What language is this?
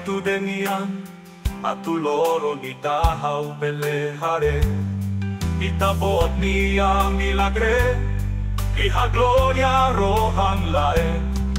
Tetum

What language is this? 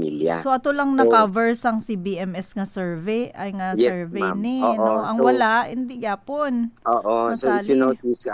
Hiligaynon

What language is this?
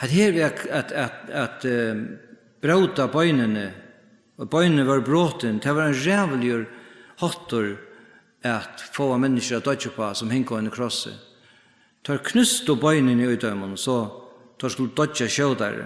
Faroese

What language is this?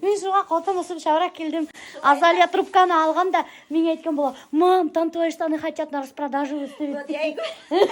Bashkir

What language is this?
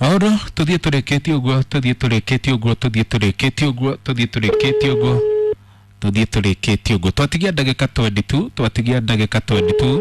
Kikuyu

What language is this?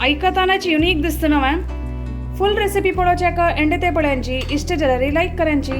Konkani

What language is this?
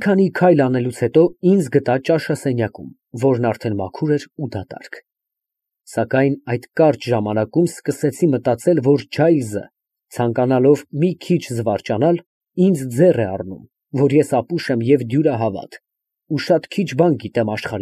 Armenian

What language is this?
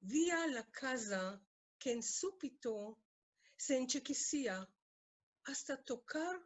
Ladino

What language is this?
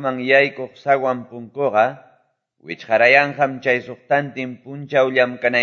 Quechua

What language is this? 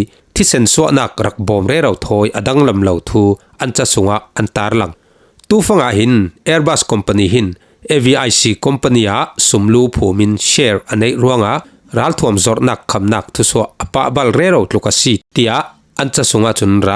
Falam Chin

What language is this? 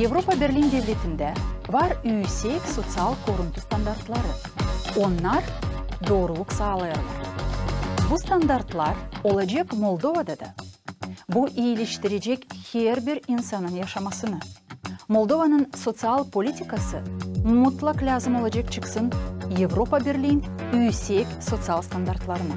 Gagauz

